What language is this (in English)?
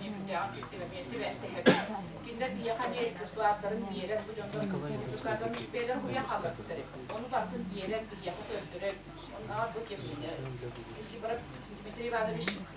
Yakut